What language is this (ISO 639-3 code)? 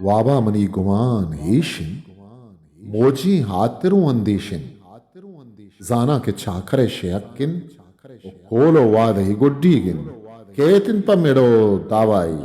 bgp